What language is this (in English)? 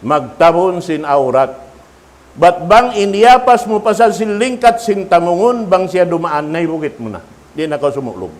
Tausug